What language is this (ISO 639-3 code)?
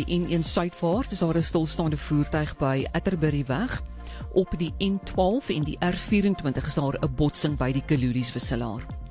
afr